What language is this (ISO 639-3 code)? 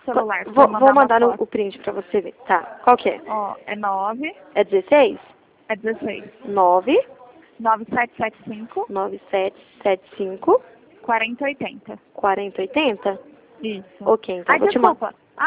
por